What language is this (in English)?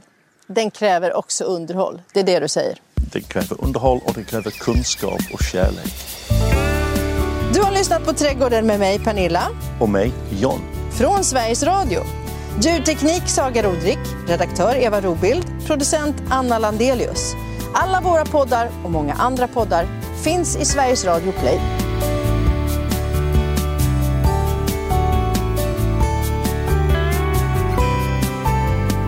Swedish